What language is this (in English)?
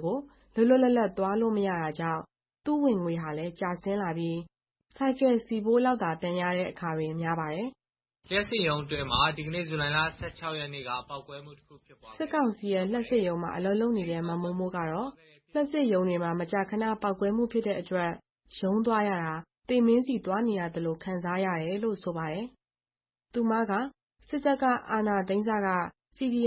Burmese